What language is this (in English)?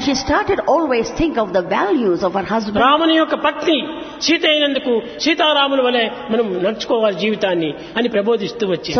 Telugu